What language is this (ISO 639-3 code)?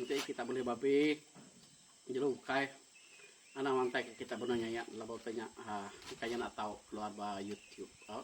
iba